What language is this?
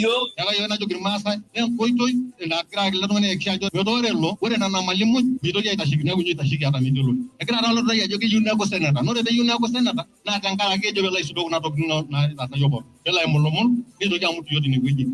Masai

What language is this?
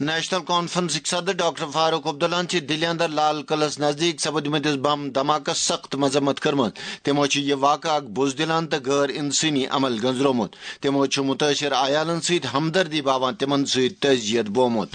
Kashmiri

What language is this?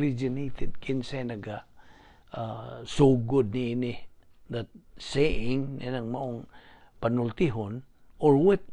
Cebuano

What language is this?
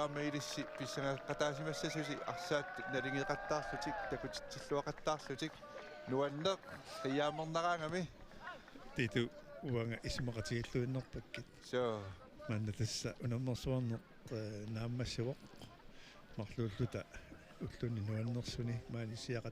Kalaallisut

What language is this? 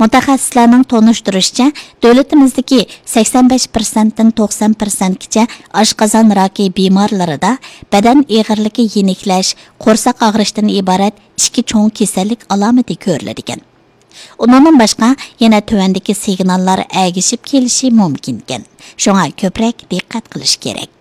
Uyghur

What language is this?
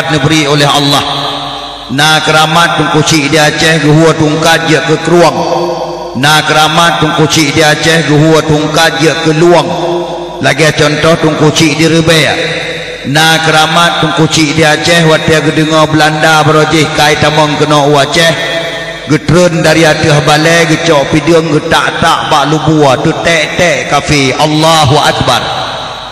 Achinese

